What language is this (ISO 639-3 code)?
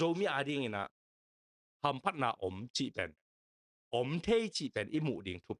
ctd